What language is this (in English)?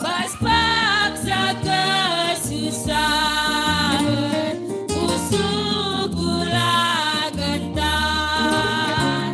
Batak Karo